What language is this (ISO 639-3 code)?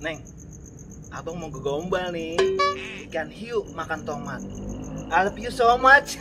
bew